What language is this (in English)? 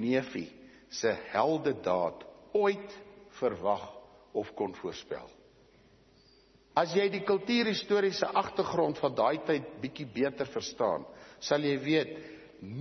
Afrikaans